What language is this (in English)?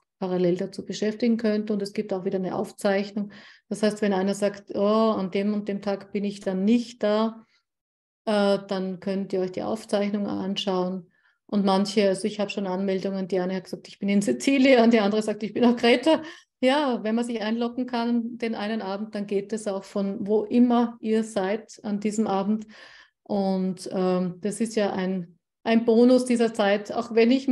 German